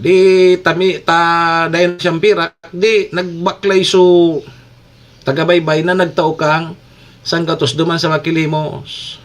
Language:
Bikol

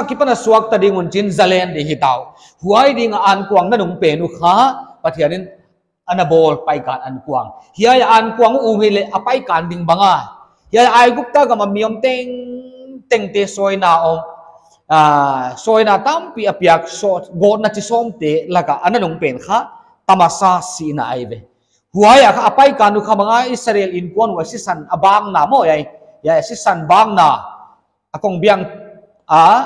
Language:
Paite Chin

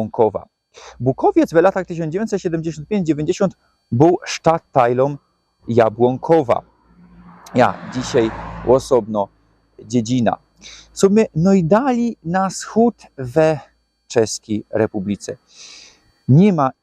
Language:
Silesian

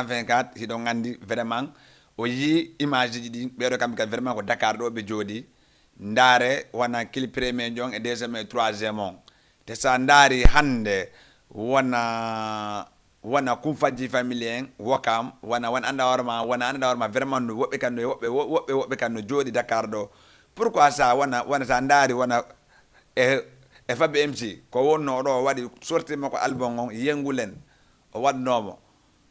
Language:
Fula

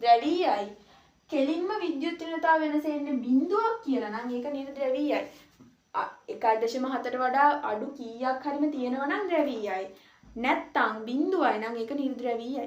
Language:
Sinhala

